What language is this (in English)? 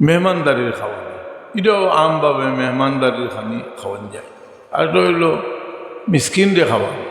Sylheti